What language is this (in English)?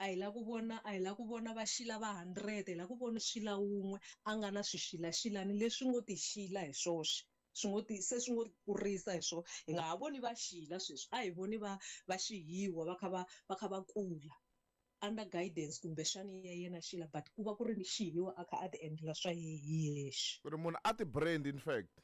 Tsonga